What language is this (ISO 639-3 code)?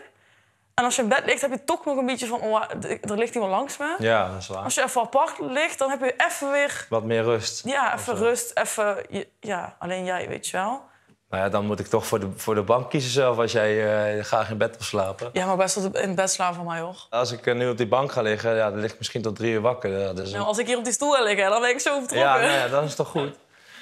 nld